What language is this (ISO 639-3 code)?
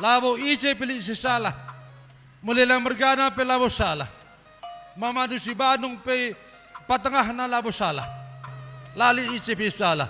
btx